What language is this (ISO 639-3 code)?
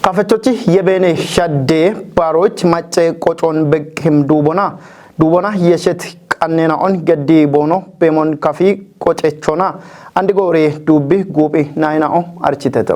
kbr